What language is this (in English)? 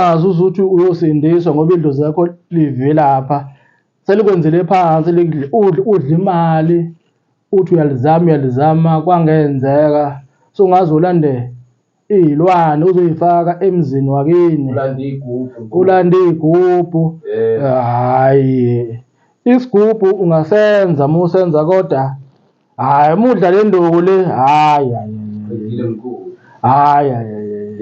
Zulu